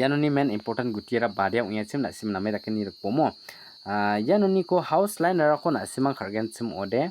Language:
Garo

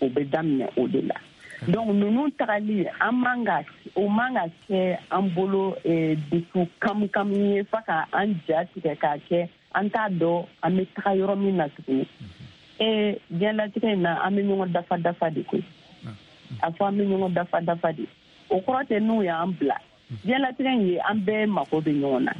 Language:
Bambara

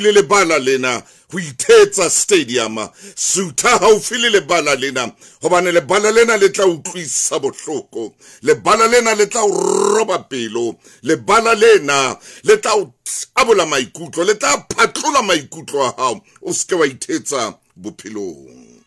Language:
Southern Sotho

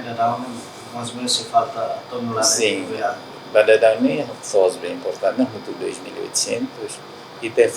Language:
Tetum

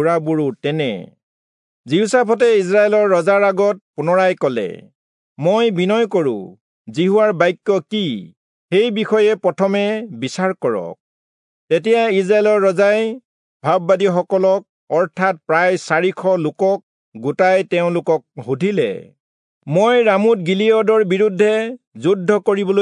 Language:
Assamese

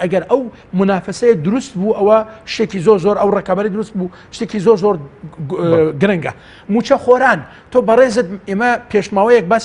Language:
Central Kurdish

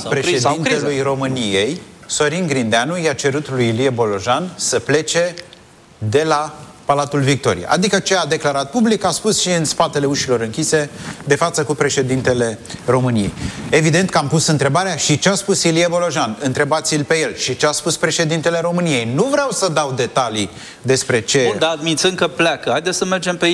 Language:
Romanian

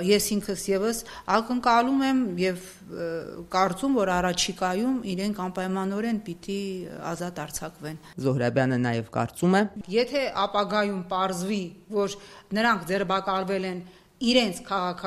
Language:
Armenian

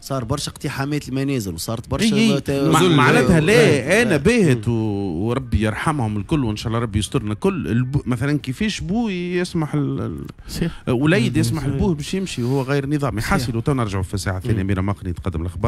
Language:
Tunisian Arabic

